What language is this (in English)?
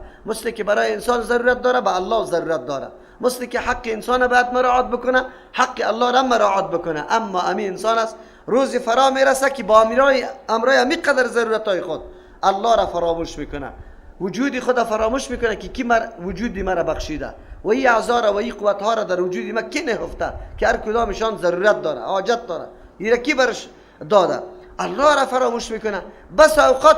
Persian